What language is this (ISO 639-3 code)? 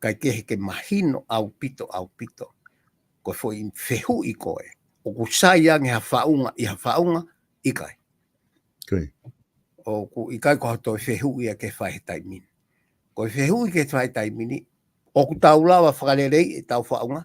ton